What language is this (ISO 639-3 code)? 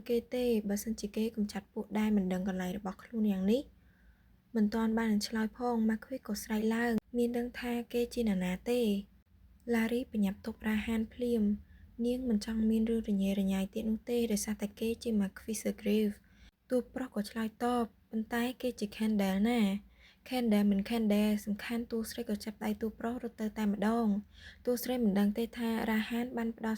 khm